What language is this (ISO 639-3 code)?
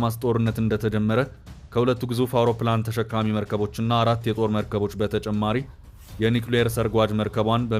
amh